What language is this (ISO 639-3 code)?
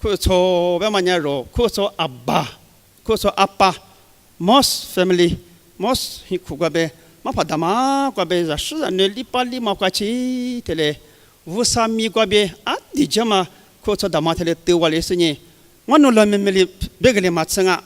lis